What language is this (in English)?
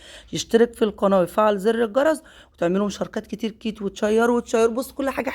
Egyptian Arabic